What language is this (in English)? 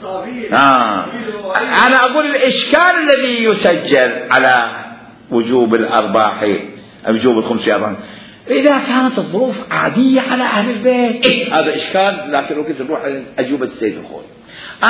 Mesopotamian Arabic